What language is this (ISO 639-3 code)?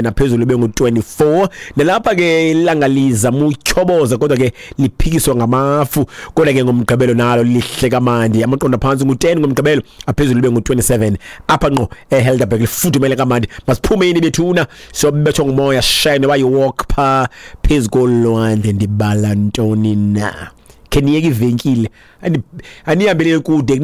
xho